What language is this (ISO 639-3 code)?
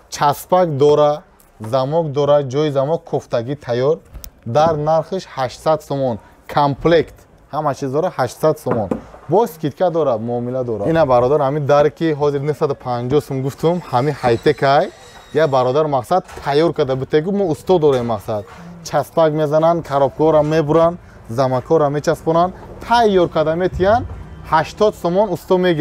tgk